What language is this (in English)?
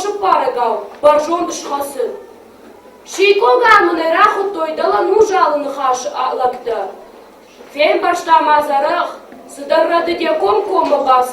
Ossetic